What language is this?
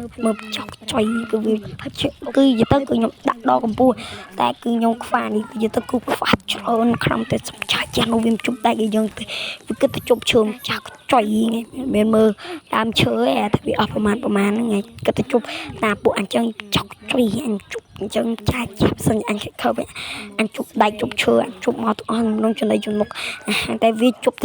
Khmer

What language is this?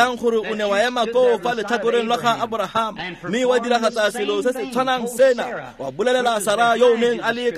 Tswana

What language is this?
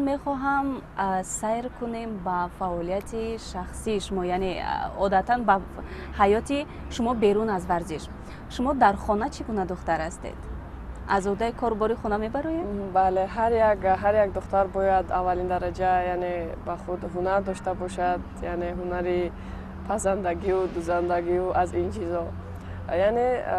Tajik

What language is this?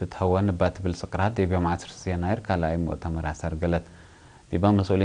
Tigre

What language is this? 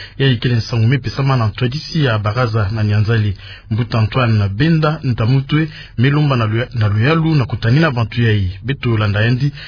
Kituba (Democratic Republic of Congo)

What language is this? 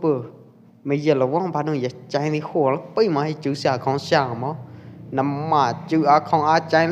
Pwo Eastern Karen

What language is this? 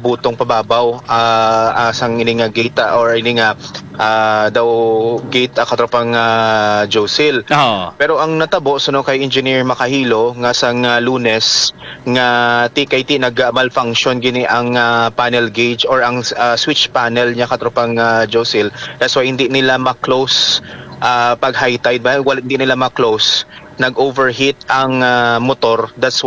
Hiligaynon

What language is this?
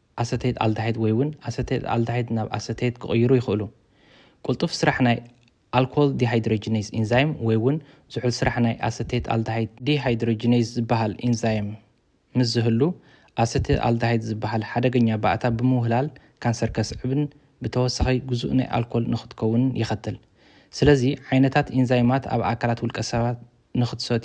Tigrinya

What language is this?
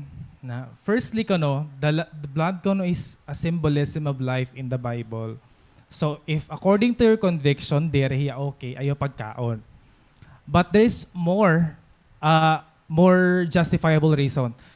Waray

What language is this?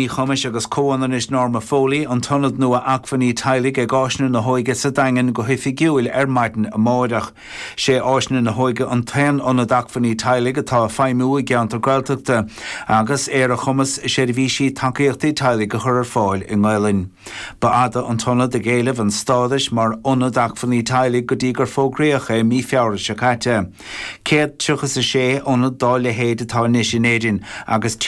Irish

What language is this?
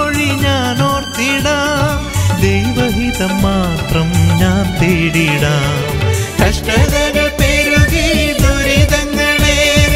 Malayalam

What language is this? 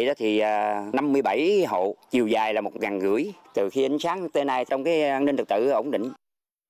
Vietnamese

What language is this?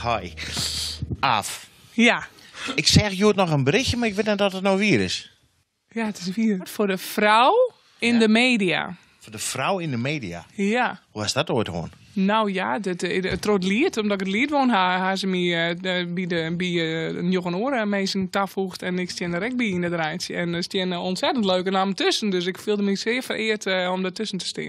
Western Frisian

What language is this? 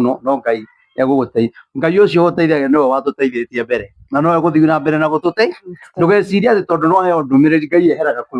Kikuyu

